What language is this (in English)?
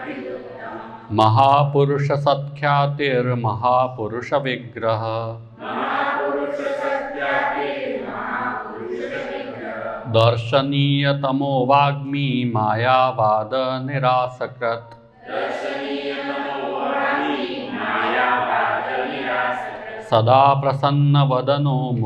Gujarati